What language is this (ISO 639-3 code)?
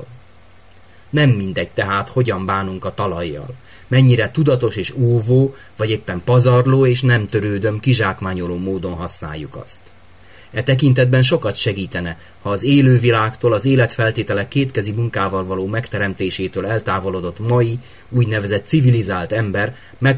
hun